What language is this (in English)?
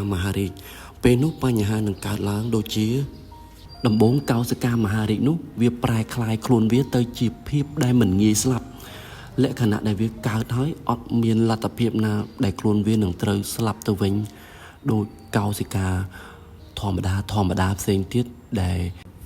Khmer